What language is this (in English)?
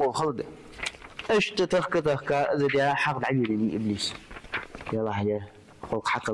Ingush